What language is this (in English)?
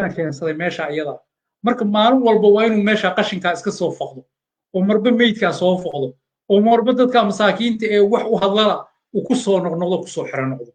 Somali